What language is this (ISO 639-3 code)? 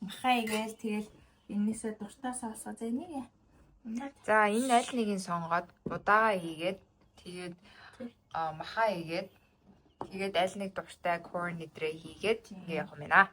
mon